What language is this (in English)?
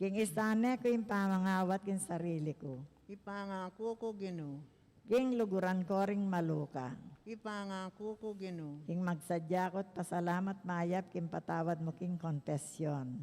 Pampanga